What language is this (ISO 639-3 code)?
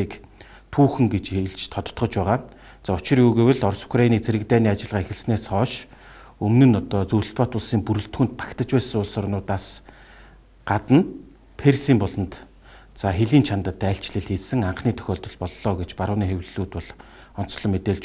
mon